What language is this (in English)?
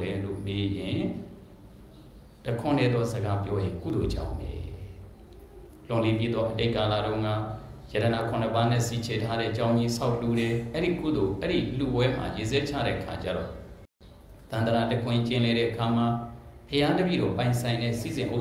Burmese